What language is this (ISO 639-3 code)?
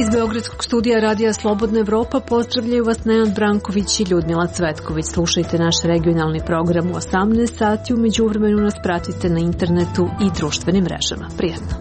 srp